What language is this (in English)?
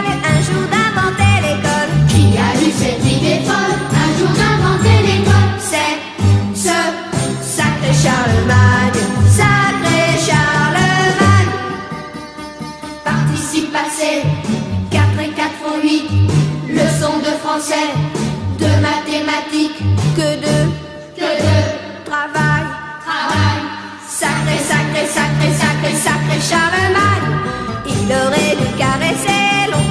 French